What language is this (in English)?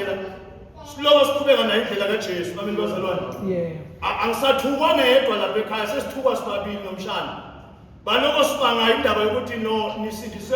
Zulu